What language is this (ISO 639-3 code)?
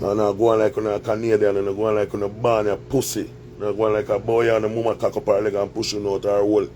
jam